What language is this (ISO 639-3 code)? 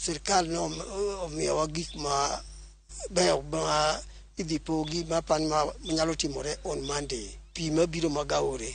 luo